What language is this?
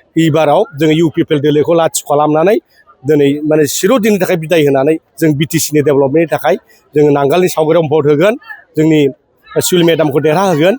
Bodo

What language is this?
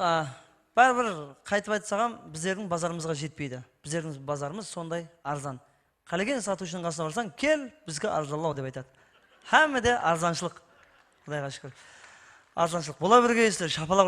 Kara-Kalpak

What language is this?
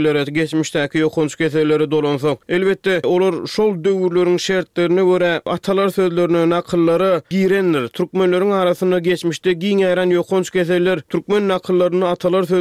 Turkmen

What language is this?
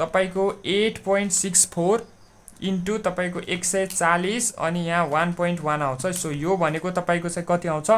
Nepali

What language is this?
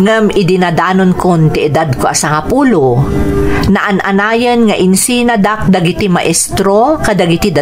Iloko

